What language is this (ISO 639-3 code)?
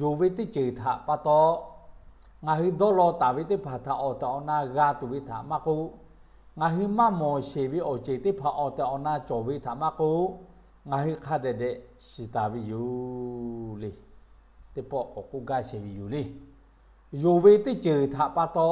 lhu